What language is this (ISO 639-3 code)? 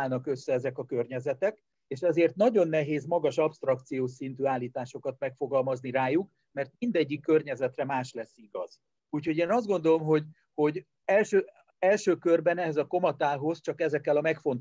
hun